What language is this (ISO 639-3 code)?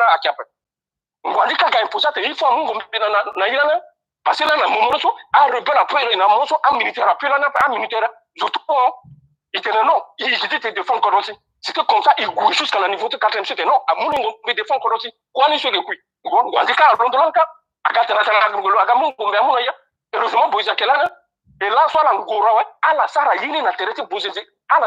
sag